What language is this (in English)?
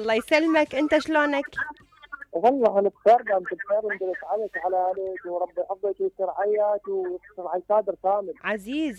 Mesopotamian Arabic